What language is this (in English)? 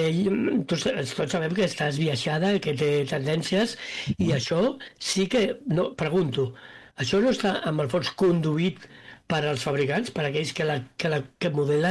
Catalan